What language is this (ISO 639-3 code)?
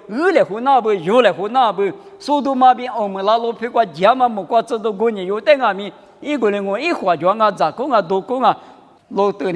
lis